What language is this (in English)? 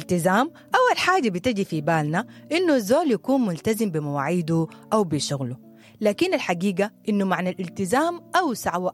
Sudanese Arabic